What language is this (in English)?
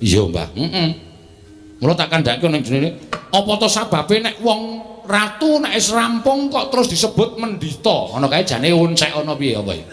Javanese